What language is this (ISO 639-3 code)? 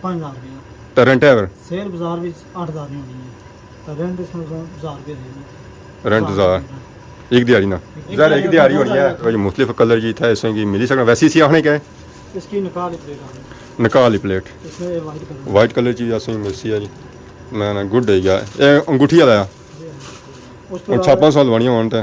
phr